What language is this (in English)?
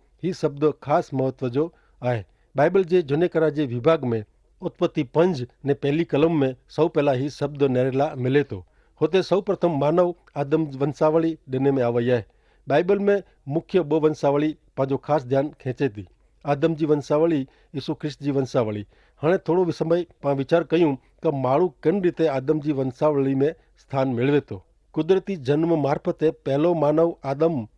Kachhi